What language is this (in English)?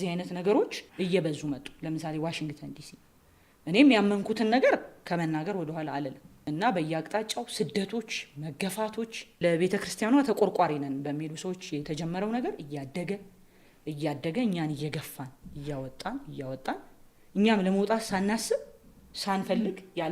Amharic